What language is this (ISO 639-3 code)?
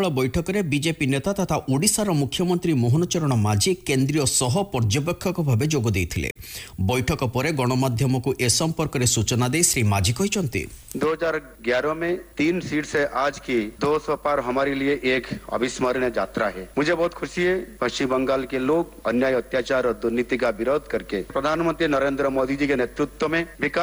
ori